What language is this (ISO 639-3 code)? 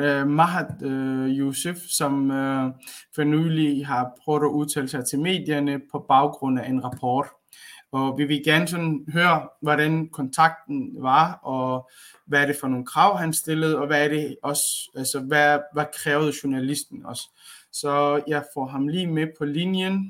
dan